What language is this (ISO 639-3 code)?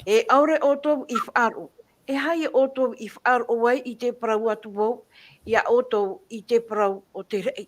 tah